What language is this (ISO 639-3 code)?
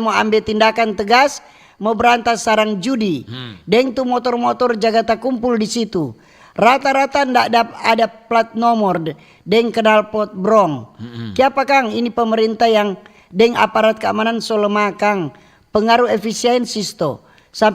xmm